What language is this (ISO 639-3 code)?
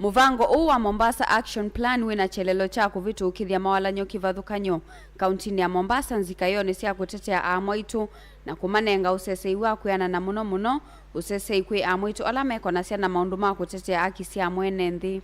kam